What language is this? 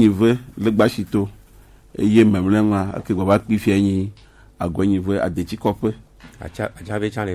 Gen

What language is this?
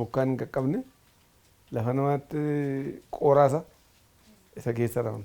Oromo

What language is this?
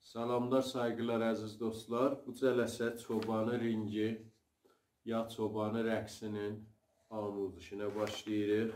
South Azerbaijani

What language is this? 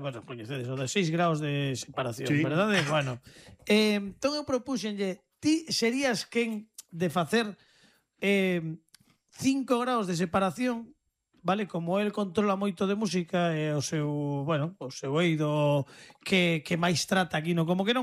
Galician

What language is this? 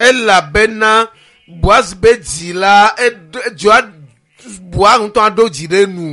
Ewe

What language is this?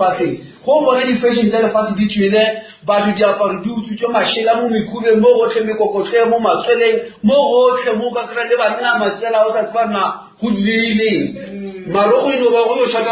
Northern Sotho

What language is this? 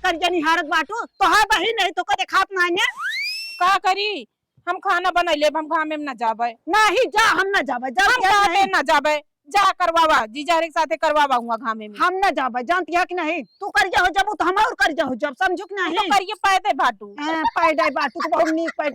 Awadhi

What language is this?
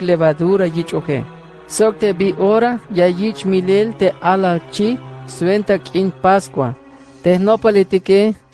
Tzeltal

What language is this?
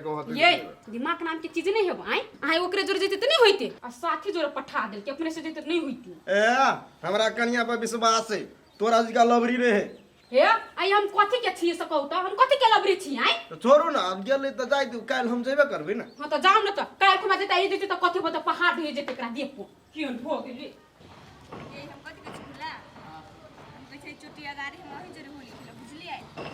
Maithili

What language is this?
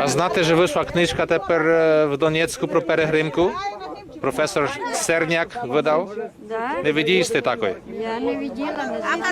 Rusyn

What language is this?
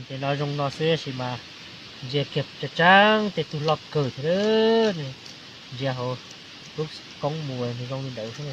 Hmong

